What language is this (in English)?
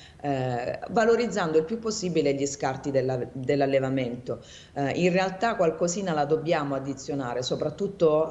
Italian